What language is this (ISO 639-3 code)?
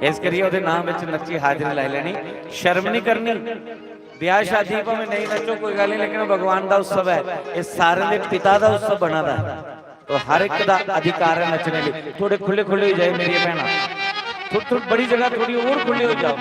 doi